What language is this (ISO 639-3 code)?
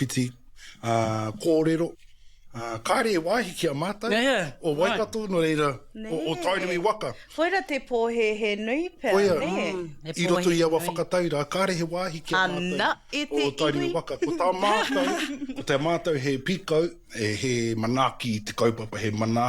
mri